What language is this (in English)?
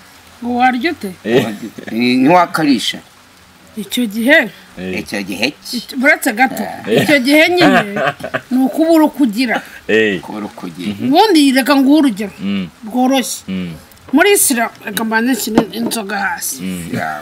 Kinyarwanda